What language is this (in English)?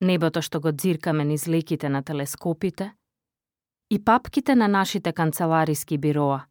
Macedonian